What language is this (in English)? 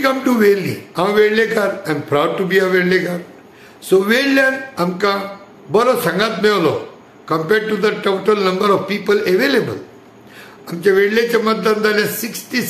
Konkani